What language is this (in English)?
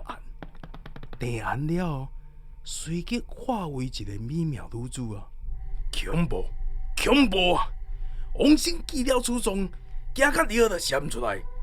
Min Nan Chinese